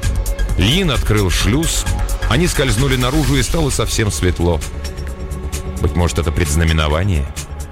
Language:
Russian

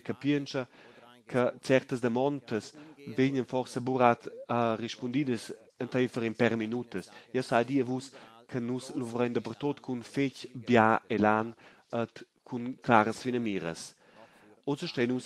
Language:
Romansh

